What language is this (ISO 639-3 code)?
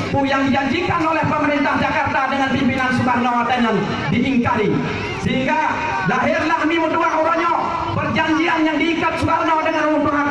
ace